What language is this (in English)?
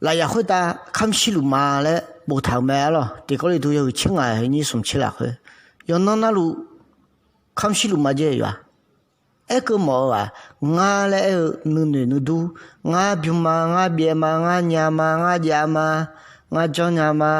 Akha